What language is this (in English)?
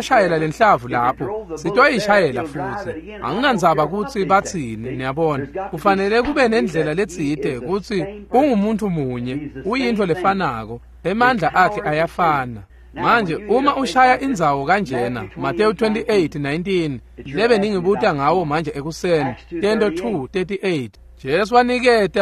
Swati